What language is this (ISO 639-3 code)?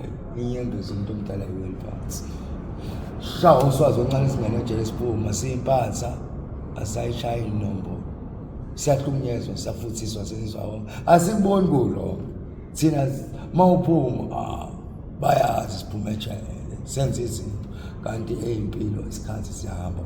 zul